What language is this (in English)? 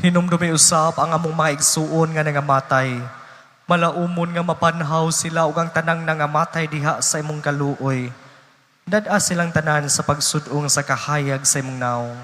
Cebuano